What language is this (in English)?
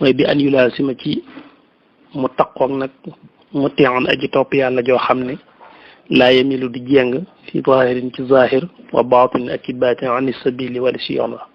Wolof